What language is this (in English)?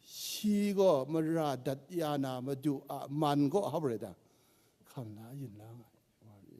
Kachin